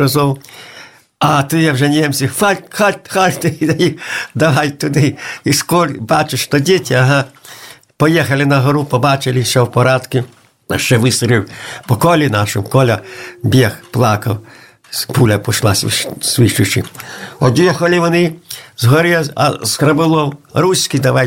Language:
Ukrainian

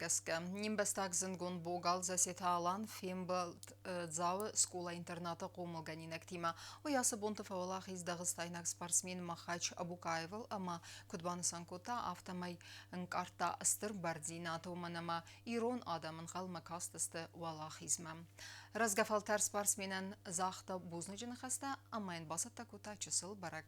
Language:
Ossetic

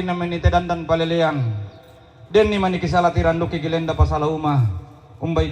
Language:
Toraja-Sa'dan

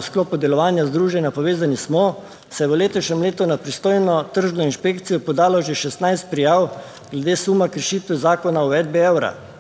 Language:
Slovenian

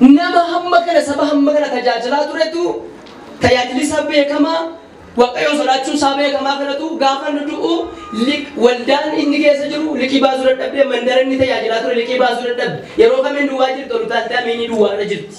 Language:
Oromo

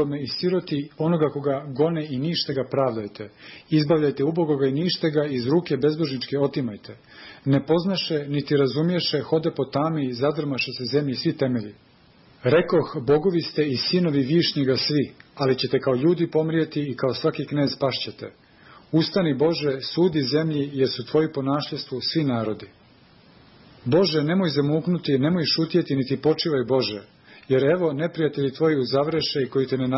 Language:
Serbian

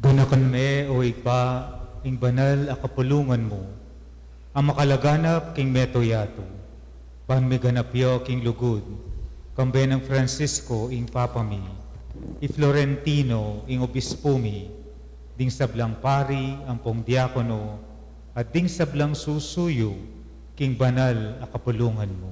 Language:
Pampanga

